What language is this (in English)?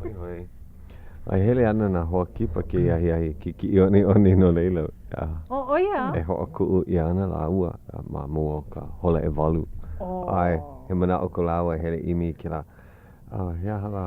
Hawaiian